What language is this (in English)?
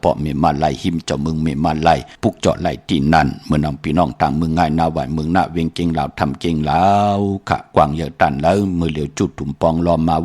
Shan